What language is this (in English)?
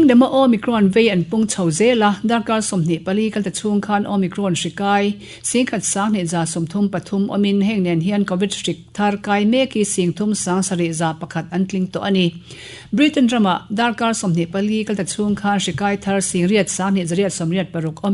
Mizo